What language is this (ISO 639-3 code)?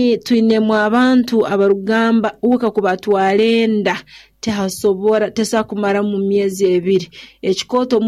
nyo